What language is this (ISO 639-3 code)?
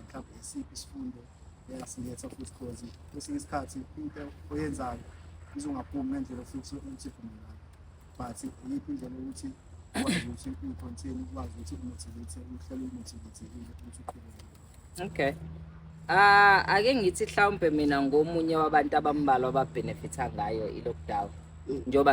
zul